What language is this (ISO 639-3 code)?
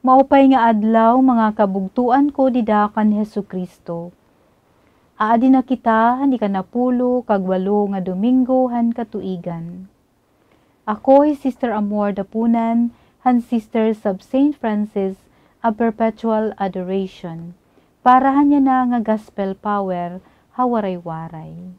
war